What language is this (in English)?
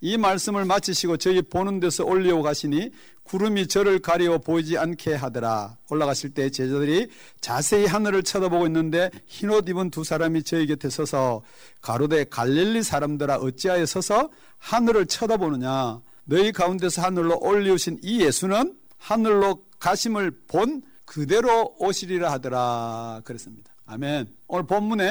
Korean